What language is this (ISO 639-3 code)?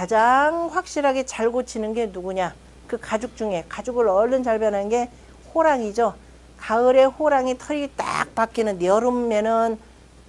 kor